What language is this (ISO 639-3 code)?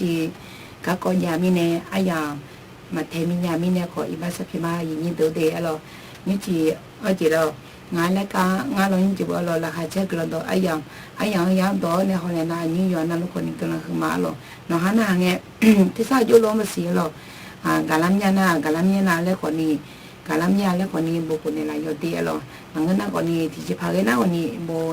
ahk